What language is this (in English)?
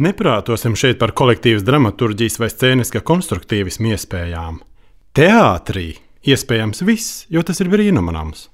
Latvian